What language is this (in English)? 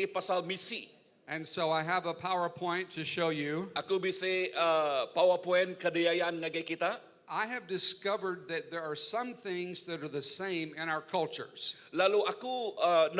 Iban